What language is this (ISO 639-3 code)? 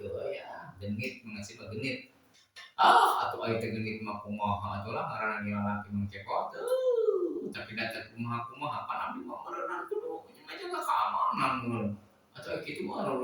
sun